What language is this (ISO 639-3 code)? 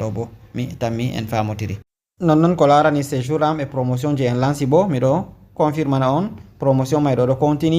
ful